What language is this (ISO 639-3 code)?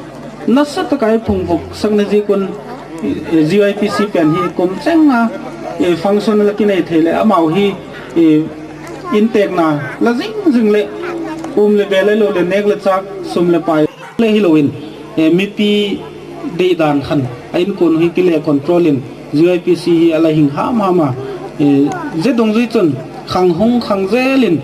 gnb